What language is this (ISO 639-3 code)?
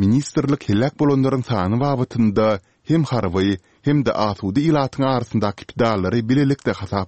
tuk